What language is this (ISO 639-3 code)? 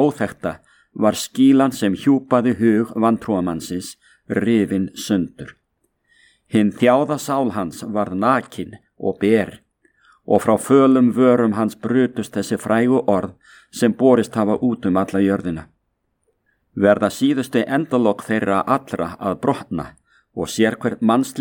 isl